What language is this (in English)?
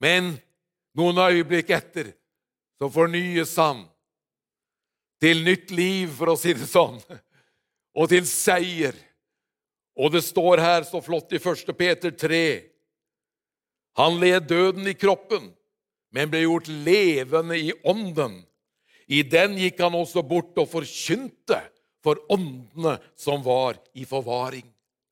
Norwegian